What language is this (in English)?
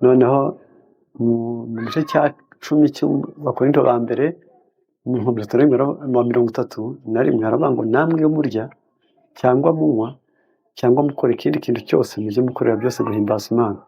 Kinyarwanda